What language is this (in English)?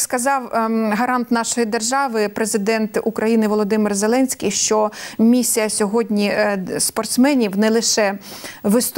Ukrainian